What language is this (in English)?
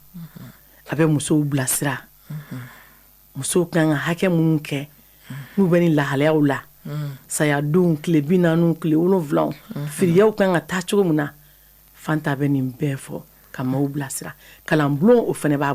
Bambara